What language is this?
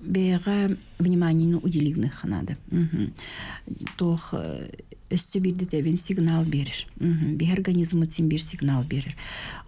Yakut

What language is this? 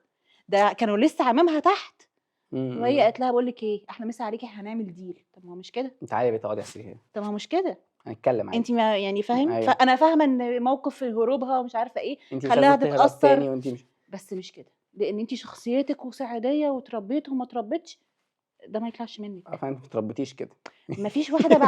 Egyptian Arabic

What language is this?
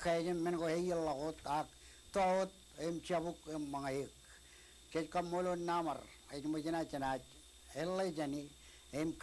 Marshallese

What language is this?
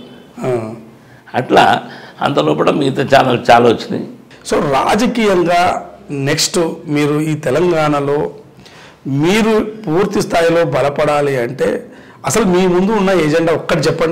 Telugu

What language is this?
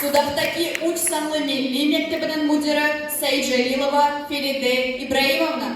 Crimean Tatar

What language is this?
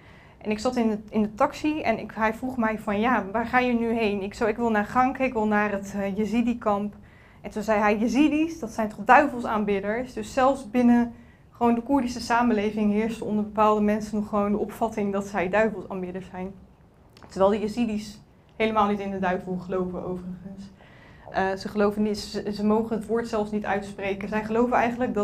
Dutch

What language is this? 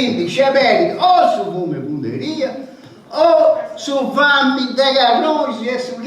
Sardinian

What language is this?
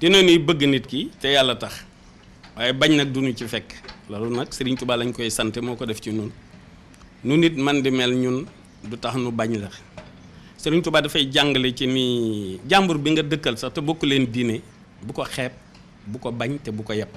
Wolof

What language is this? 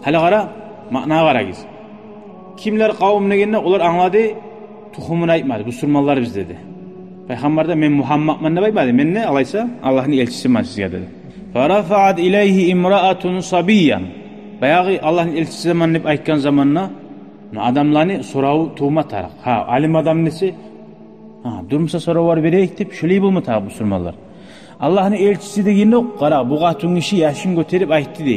Kumyk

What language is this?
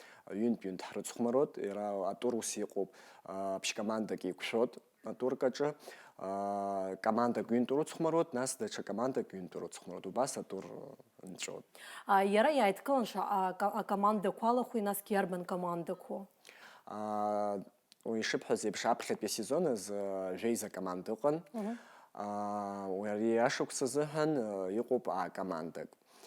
Abkhazian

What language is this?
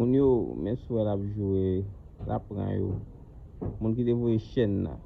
Haitian Creole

